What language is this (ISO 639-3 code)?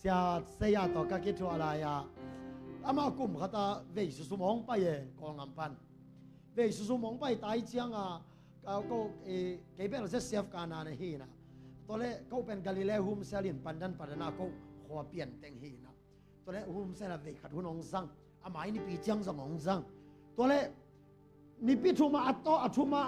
ctd